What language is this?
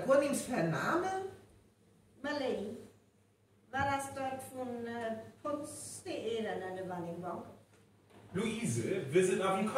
Northern Frisian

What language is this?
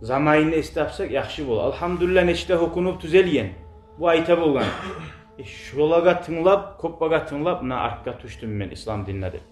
Kumyk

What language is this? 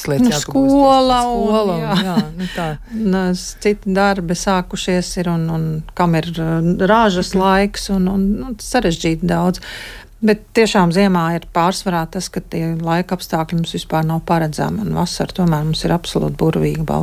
Latvian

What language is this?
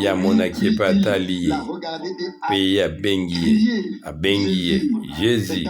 Lingala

